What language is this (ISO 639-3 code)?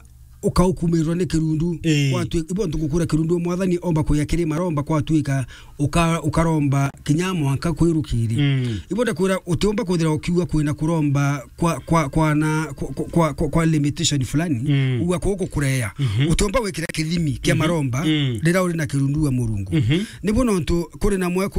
mer